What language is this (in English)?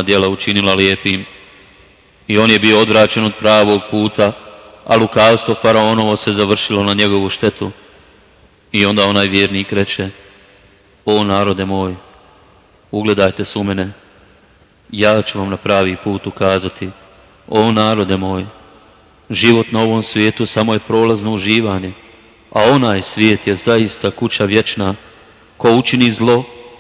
Bosnian